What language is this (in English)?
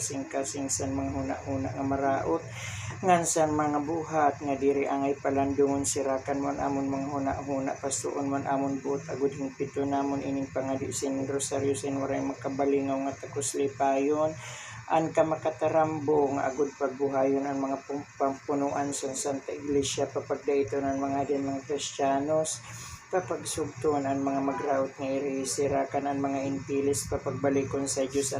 Waray